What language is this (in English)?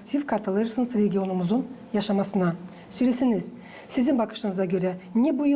Gagauz